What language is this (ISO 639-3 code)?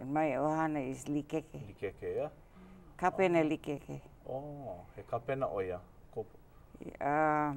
haw